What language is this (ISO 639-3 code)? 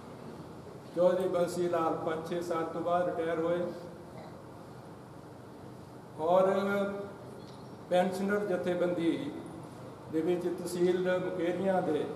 pan